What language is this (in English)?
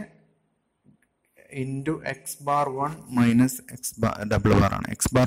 Malayalam